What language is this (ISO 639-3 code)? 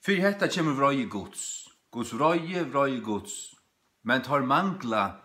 fao